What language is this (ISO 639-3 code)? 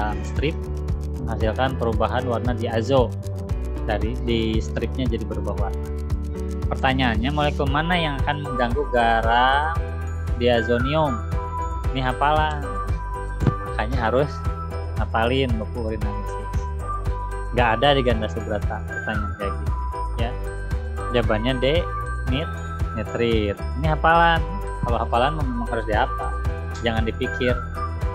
ind